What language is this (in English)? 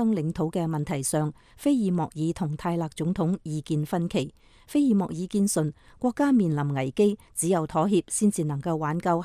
Cantonese